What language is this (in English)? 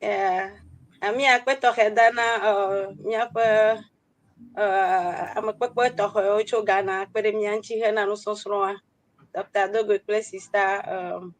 Ewe